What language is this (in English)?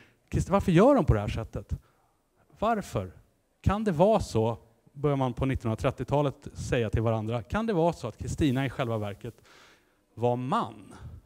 Swedish